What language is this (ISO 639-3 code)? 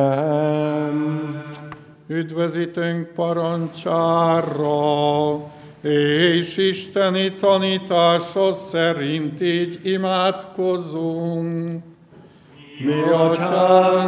hun